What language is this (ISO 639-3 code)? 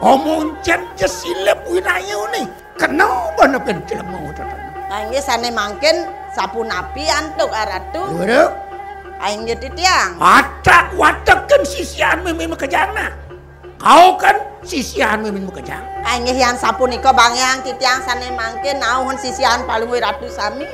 ban